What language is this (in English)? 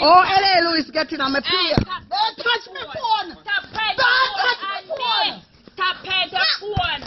Jamaican Creole English